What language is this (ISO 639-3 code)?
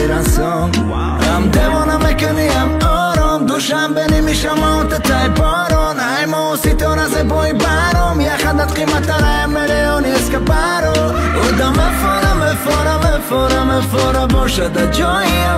tgk